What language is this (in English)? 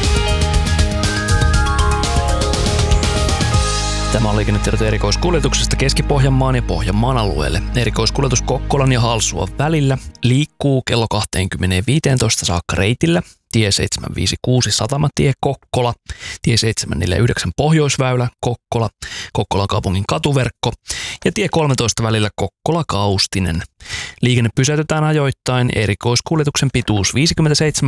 Finnish